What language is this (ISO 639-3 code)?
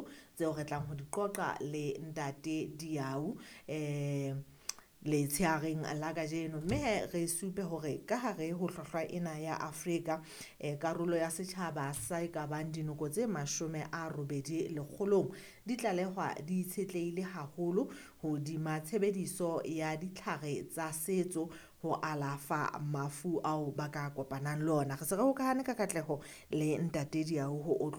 sot